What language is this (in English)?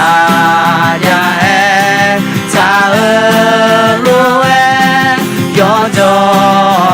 Akha